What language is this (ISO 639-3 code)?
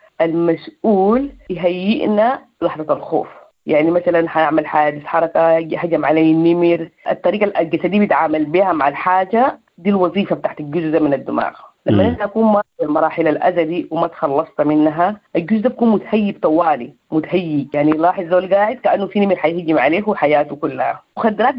apd